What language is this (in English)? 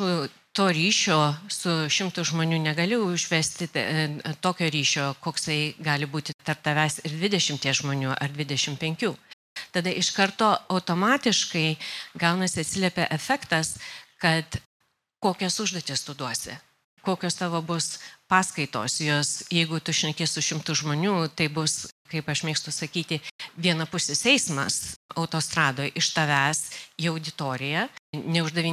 Lithuanian